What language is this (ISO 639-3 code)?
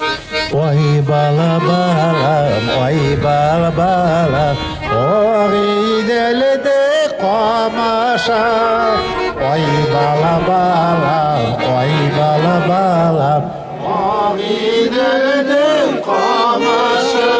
bak